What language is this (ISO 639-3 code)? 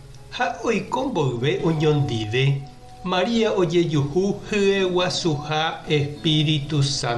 grn